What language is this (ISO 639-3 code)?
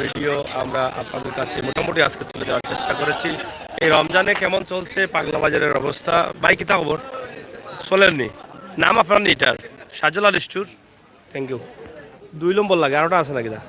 syl